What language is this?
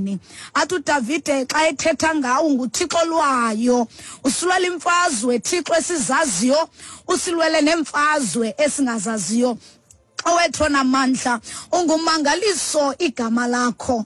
Xhosa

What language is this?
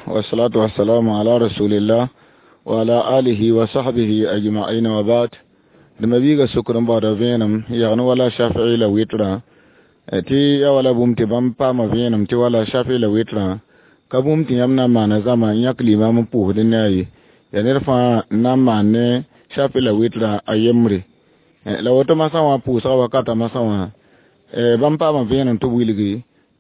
Mossi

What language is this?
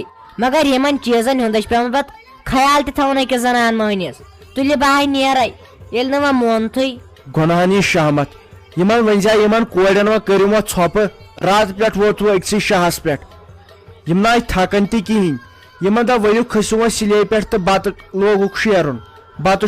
Kashmiri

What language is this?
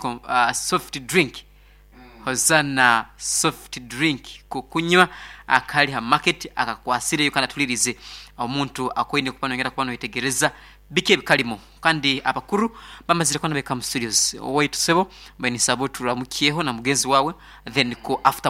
Nyankole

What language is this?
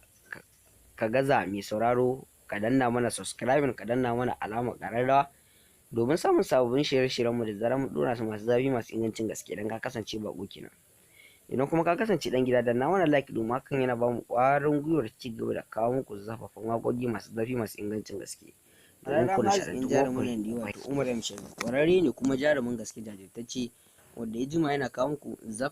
Hausa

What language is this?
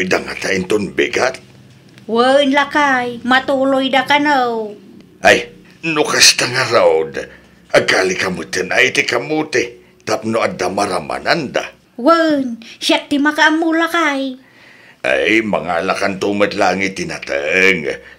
Iloko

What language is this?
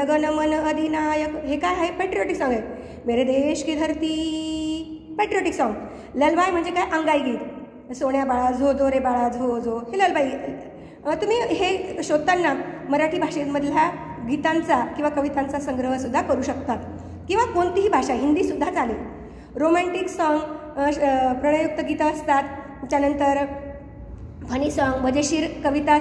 Marathi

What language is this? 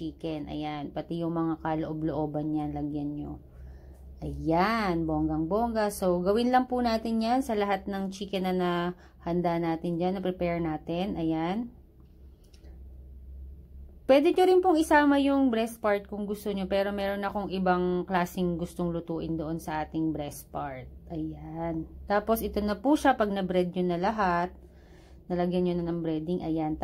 Filipino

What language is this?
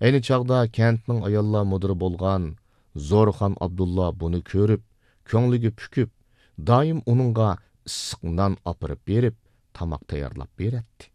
Uyghur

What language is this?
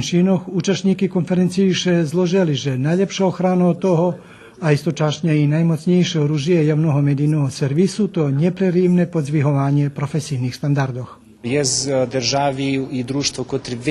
Rusyn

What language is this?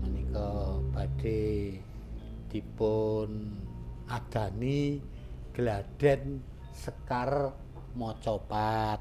Javanese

